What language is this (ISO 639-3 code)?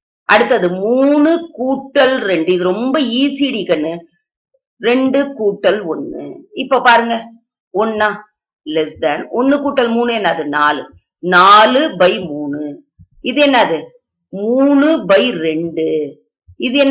tam